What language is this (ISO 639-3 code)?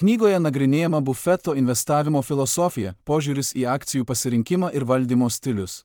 lit